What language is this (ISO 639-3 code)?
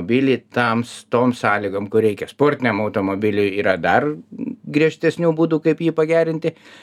lit